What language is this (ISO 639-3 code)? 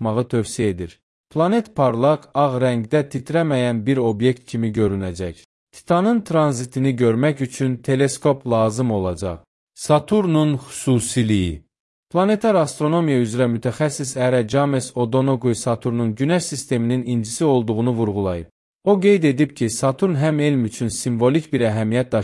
aze